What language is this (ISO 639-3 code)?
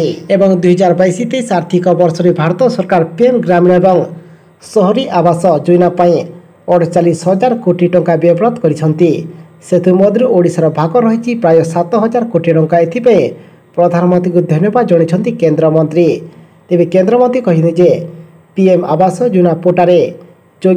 ori